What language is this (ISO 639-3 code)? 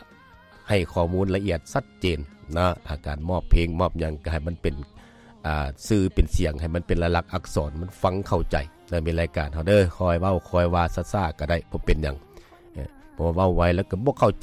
lao